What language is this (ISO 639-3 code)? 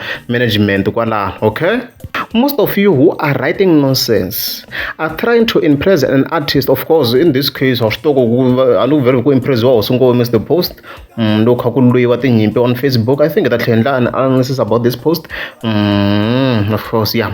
tso